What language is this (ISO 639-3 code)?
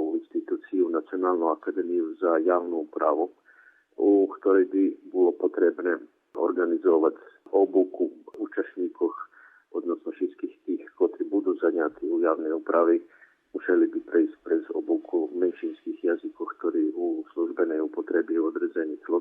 rue